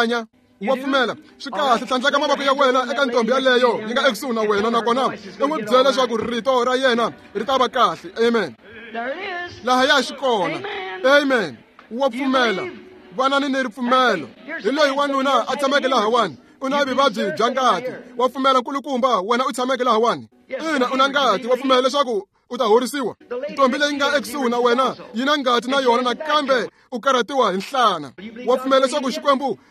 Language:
Tsonga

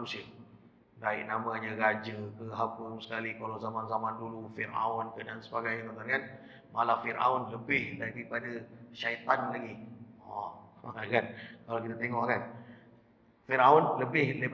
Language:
Malay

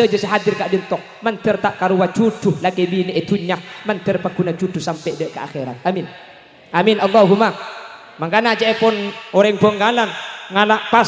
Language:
Madurese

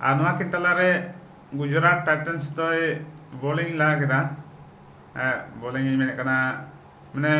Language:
Santali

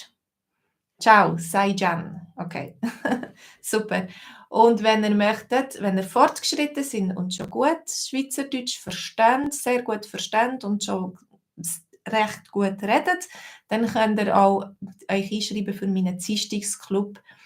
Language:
Swiss German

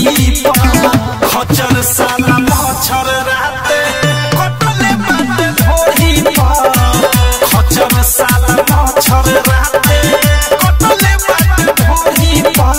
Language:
Bhojpuri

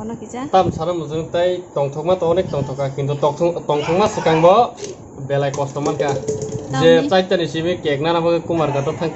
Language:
Kok Borok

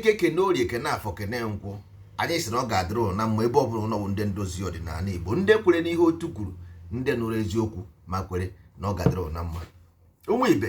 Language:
Igbo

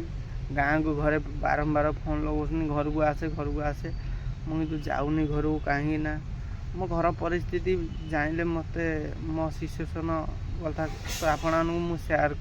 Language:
Odia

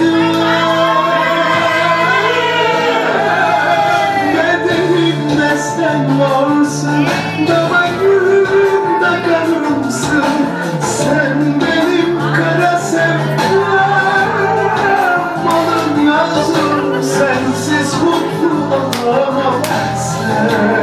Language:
Turkish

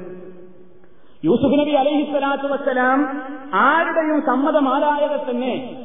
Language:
Malayalam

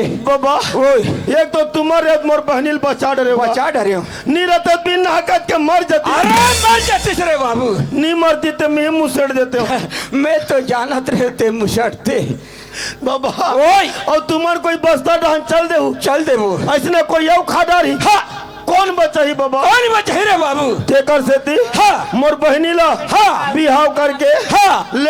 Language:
Chhattisgarhi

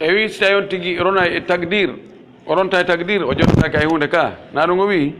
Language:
Pular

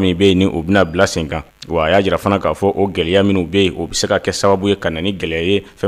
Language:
Bambara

